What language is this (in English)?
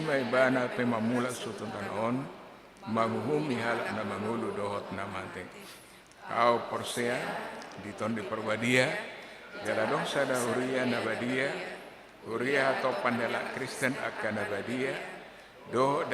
Batak Toba